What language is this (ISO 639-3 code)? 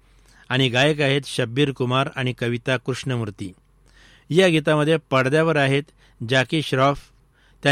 mar